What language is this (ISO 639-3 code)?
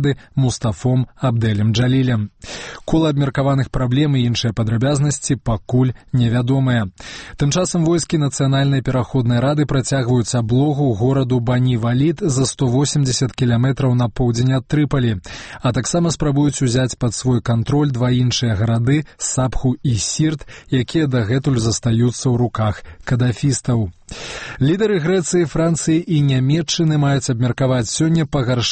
bel